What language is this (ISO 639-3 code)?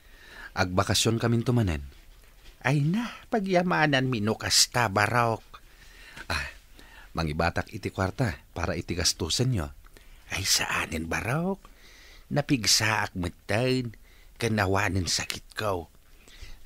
ilo